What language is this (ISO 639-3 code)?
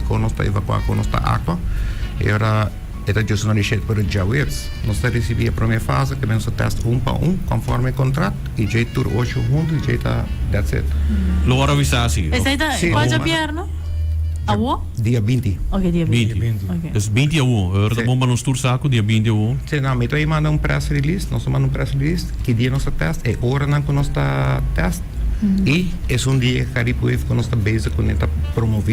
pap